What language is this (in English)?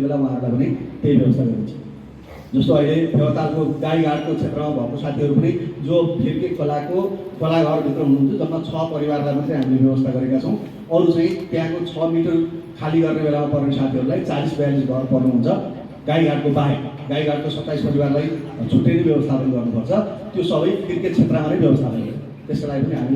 Nepali